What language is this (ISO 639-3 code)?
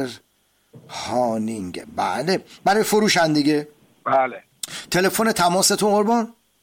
fas